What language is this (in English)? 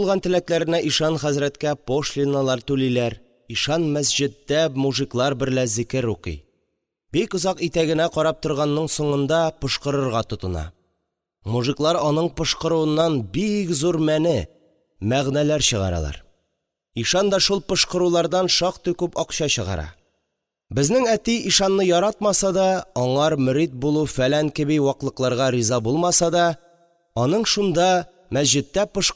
Tatar